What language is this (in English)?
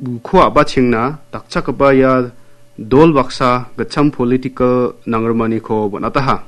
Garo